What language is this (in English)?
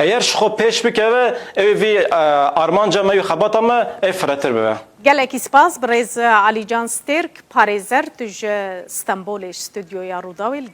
Kurdish